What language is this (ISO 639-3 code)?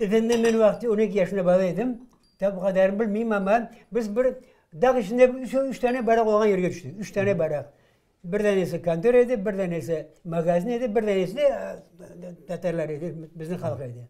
crh